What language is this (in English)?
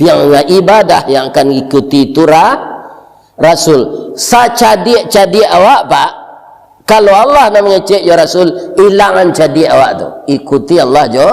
Minangkabau